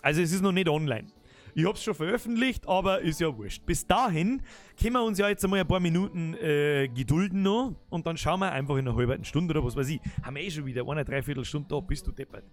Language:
Bavarian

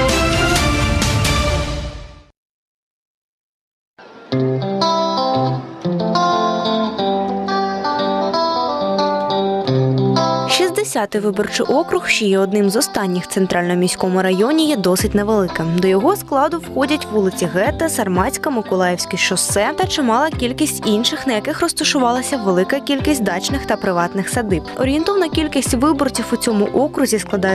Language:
Ukrainian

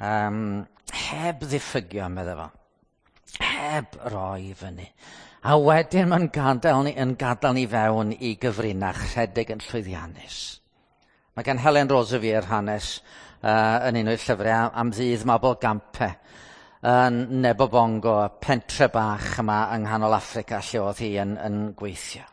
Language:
Welsh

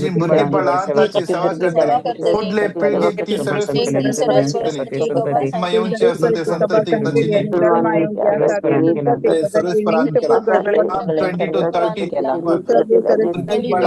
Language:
Konkani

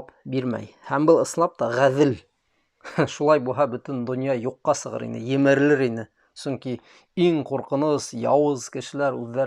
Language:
Bashkir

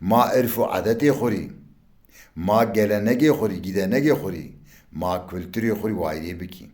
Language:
Zaza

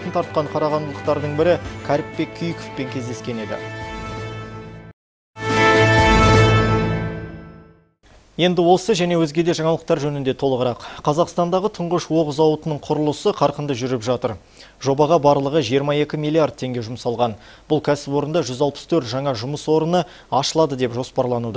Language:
Kazakh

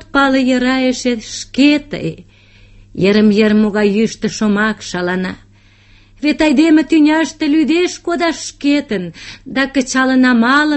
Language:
Mari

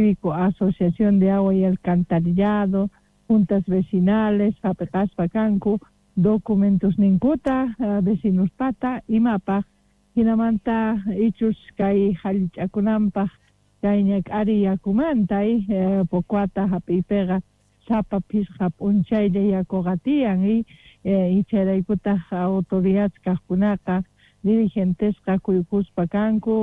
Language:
Quechua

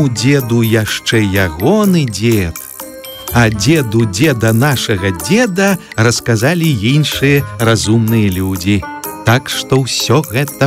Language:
Belarusian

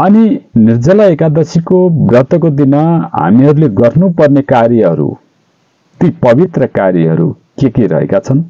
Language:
Nepali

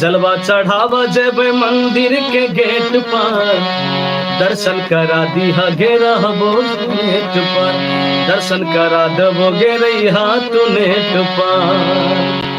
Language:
Maithili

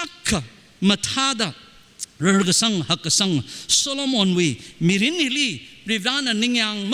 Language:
Tangkhul Naga (India)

